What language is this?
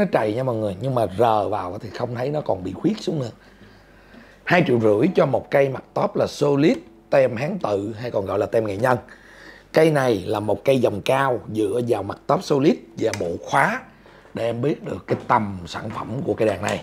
Vietnamese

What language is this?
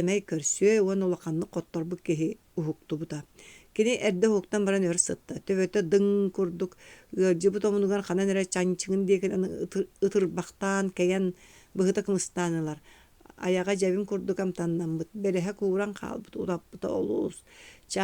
Yakut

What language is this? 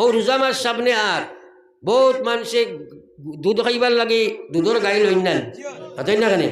Sylheti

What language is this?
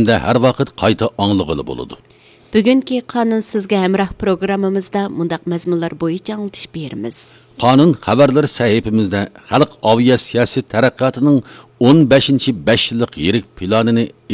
Uyghur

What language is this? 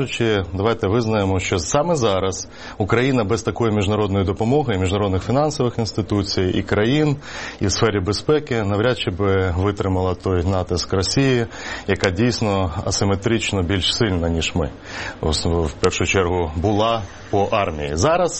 Ukrainian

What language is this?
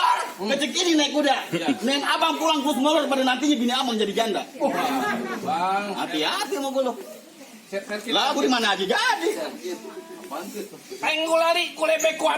Betawi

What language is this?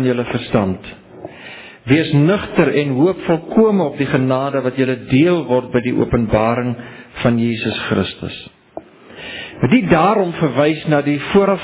Afrikaans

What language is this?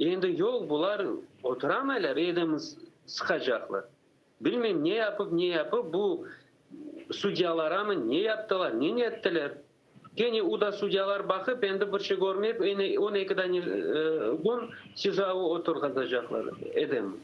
Crimean Tatar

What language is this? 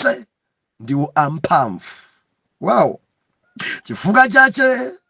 Nyanja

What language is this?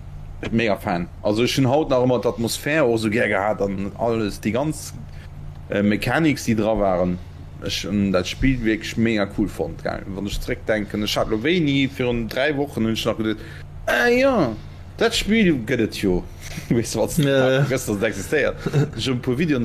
Luxembourgish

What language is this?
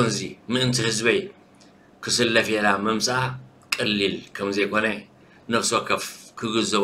Tigrinya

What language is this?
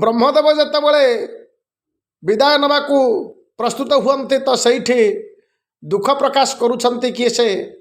Odia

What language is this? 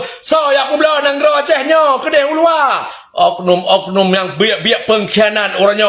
Achinese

